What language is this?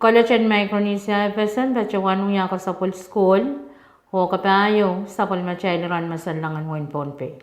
Pohnpeian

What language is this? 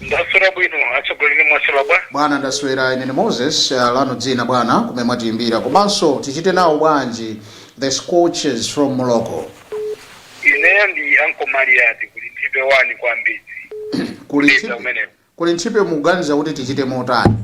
Nyanja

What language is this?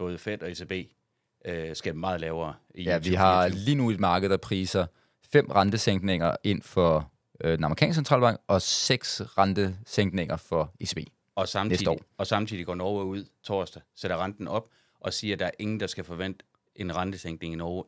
Danish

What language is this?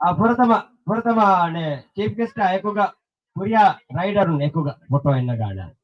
Divehi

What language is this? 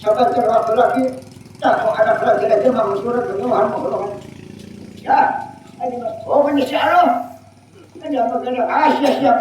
Banjar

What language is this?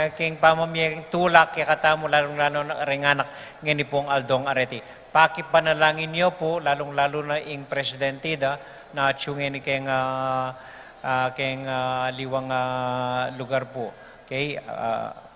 Pampanga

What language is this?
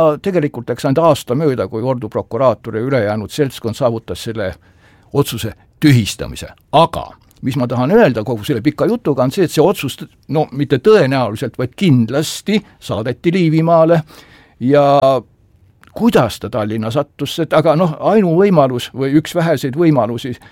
Estonian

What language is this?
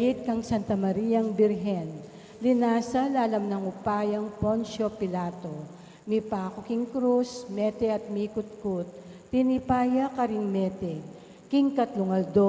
Pampanga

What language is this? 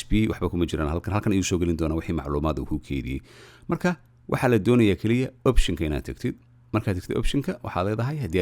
Somali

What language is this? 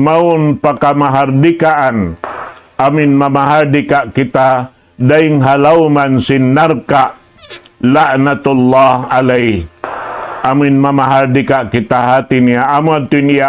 Tausug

